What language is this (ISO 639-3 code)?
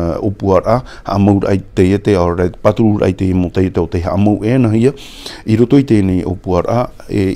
tah